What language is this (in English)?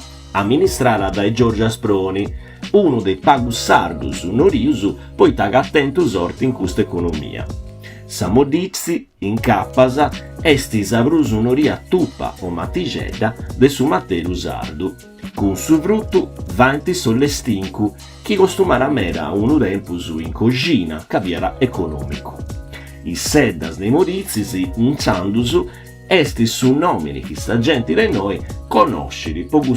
Sardinian